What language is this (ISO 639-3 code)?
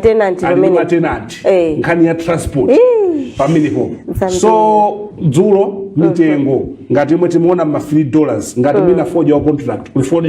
nya